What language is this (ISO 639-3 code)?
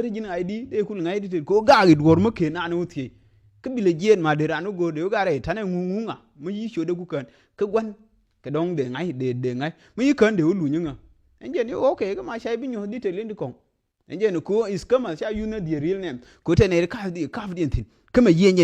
nus